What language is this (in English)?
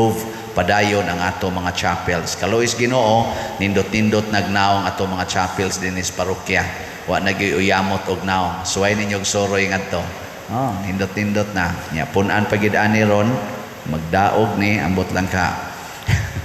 Cebuano